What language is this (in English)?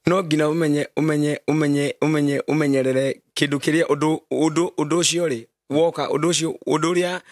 Kikuyu